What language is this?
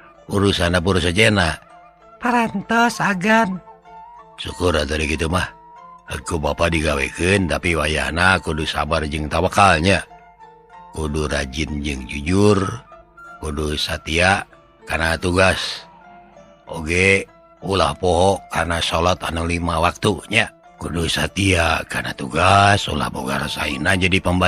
Sundanese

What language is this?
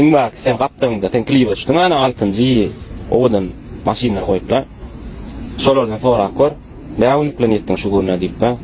Turkmen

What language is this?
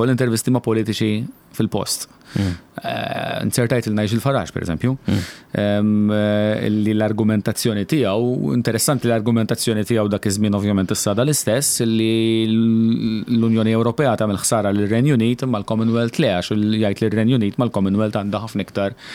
Maltese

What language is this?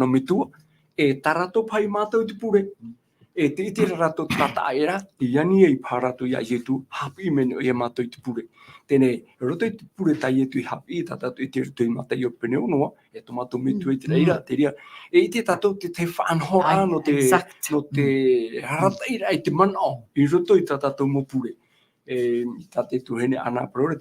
Tahitian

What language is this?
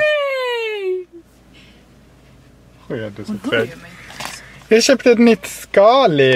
Swedish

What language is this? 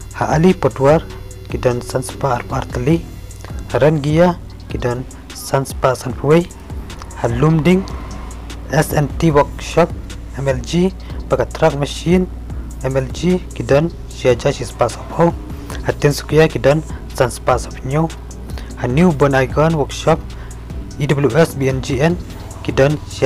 Khasi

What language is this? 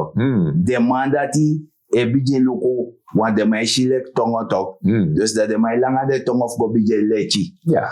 Sranan Tongo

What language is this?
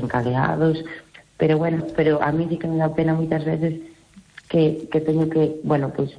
Galician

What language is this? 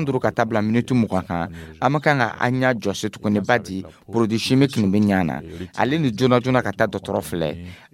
Dyula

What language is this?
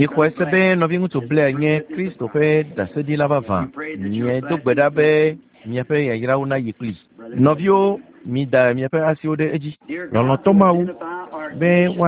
Ewe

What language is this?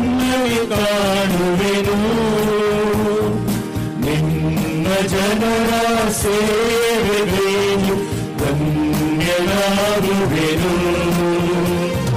Kannada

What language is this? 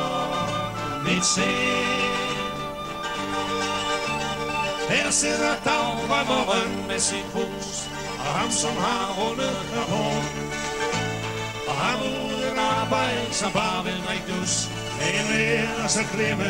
Danish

